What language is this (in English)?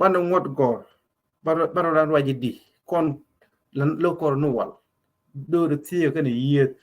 Nuer